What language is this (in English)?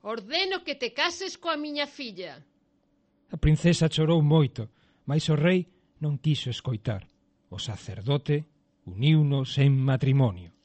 Galician